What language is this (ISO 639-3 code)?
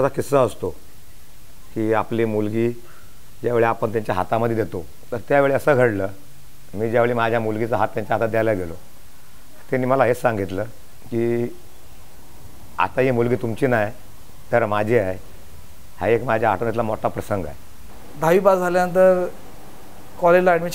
mar